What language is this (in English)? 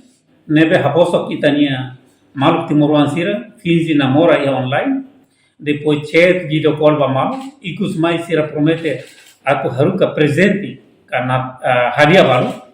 Tetum